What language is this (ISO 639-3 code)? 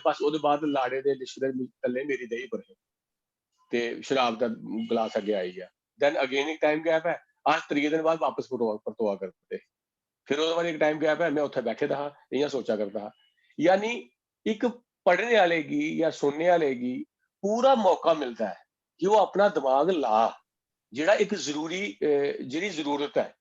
doi